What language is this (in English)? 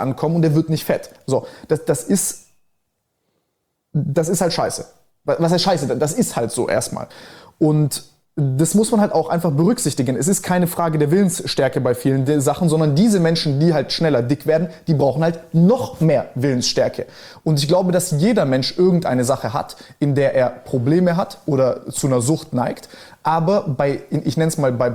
German